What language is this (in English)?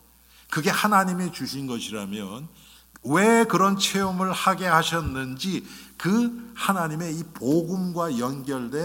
Korean